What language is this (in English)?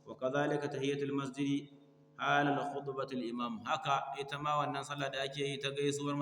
Hausa